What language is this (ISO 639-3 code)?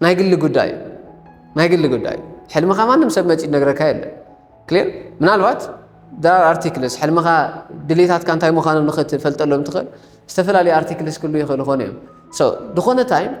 tir